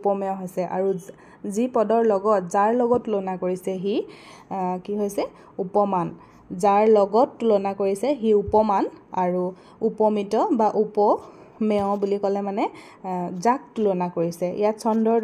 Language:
Assamese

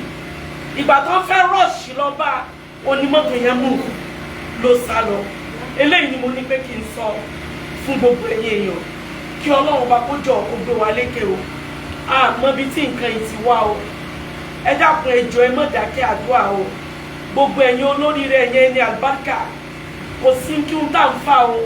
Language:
Yoruba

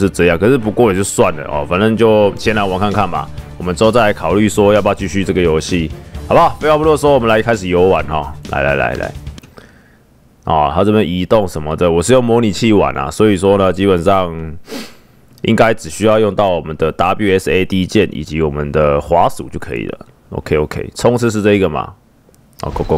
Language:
Chinese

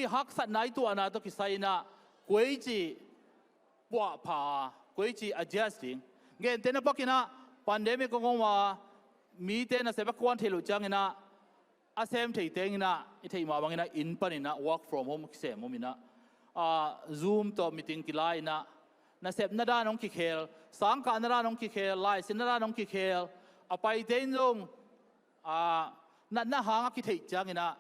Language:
Tedim Chin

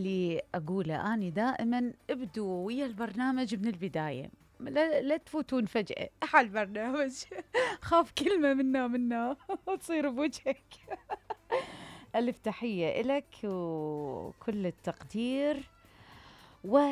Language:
Mesopotamian Arabic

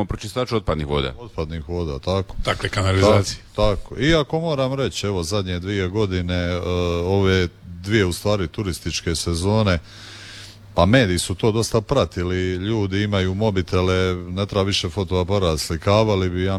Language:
Croatian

